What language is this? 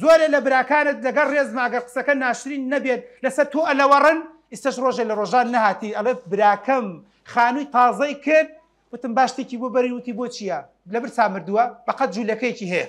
Central Kurdish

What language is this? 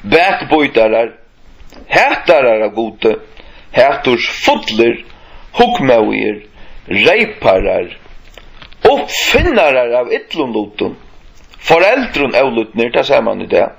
Faroese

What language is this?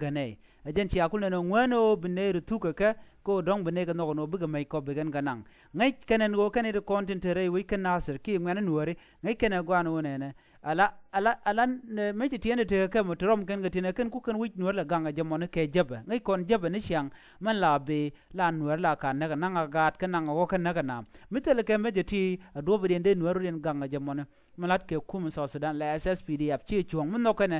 Nuer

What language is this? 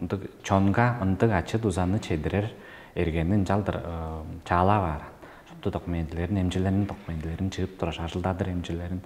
Tuvinian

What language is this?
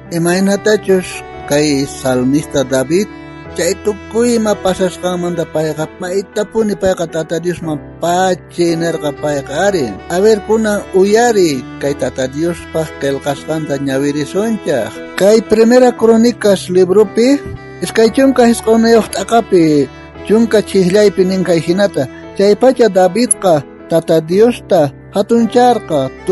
South Bolivian Quechua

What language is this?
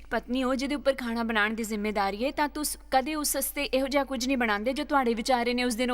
Dogri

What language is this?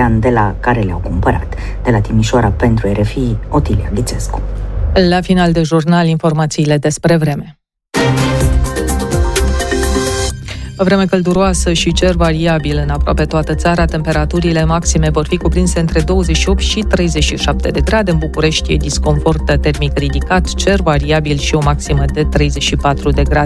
Romanian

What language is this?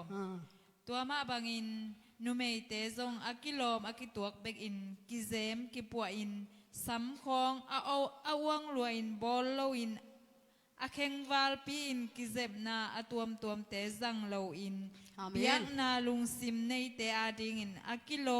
Tedim Chin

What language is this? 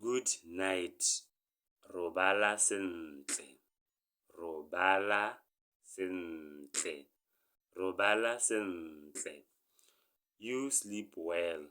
Tswana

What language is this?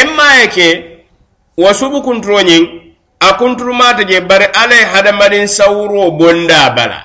Mandingo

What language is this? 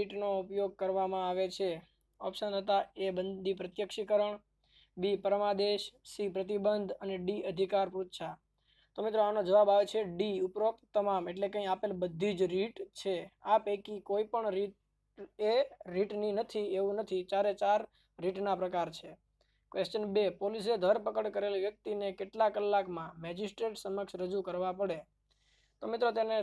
Gujarati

